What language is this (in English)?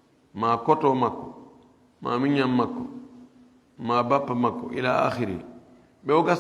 Fula